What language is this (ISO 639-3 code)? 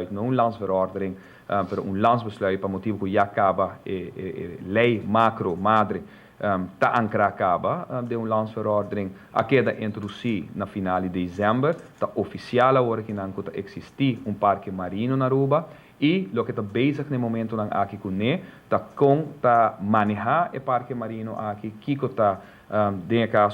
pap